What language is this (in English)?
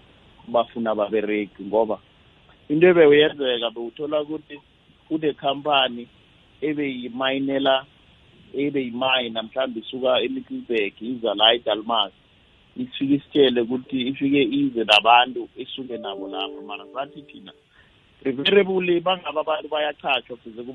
South Ndebele